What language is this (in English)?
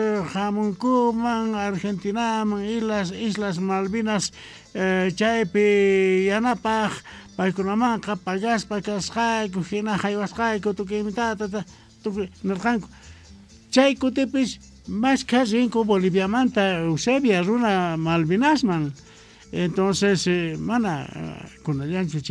Quechua